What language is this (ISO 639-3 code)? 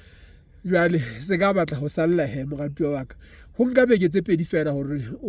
sot